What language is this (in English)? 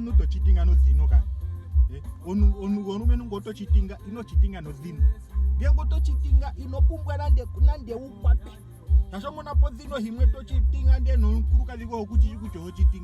Ndonga